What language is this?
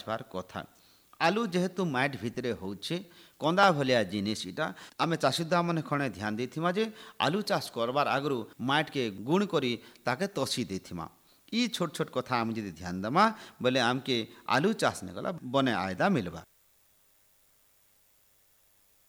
Odia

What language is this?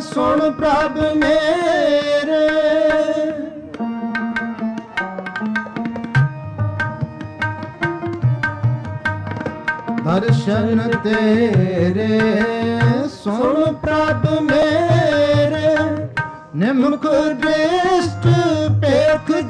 Punjabi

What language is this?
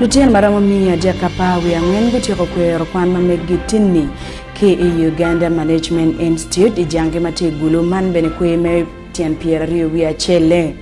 Acoli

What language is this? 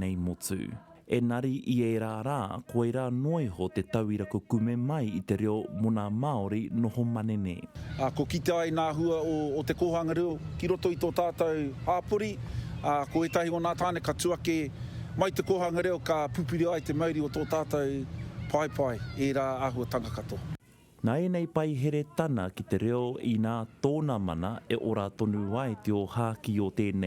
Māori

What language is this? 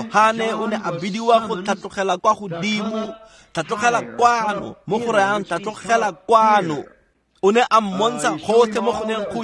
Tswana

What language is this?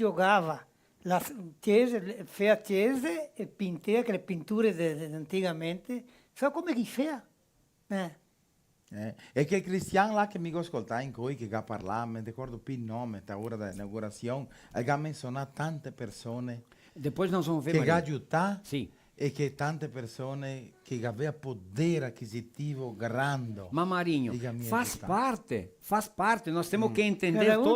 Venetian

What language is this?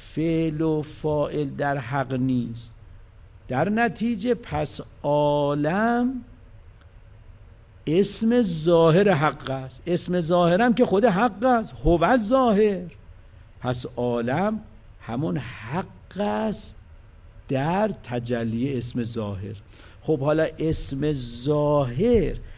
Persian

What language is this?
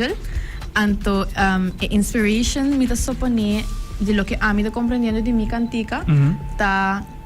Papiamento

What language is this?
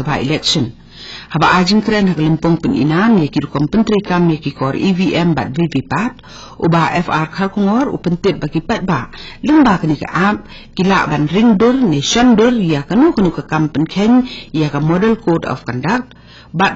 Khasi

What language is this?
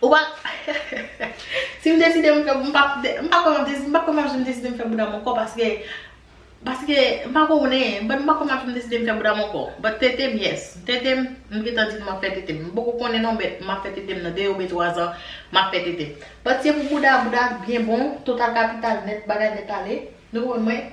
Haitian Creole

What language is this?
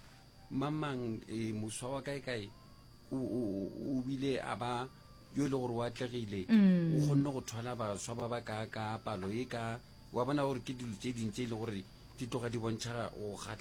Northern Sotho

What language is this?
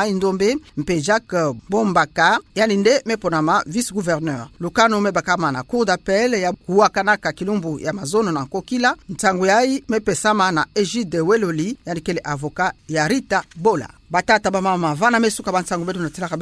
Kituba (Democratic Republic of Congo)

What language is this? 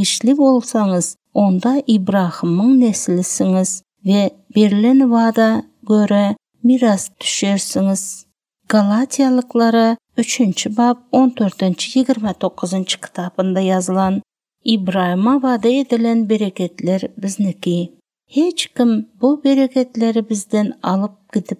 Turkmen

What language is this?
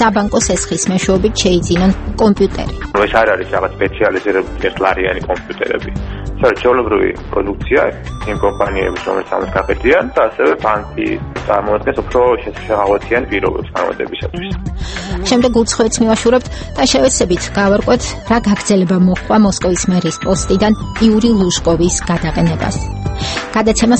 Georgian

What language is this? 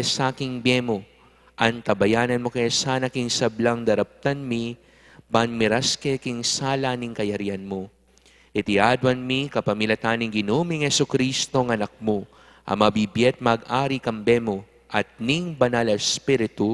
Pampanga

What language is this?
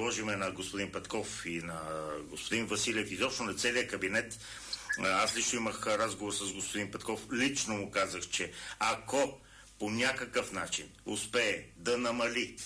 Bulgarian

